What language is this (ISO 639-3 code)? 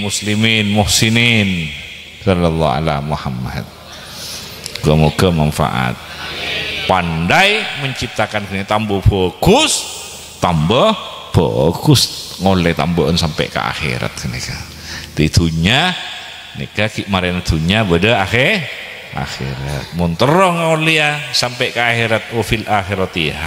mad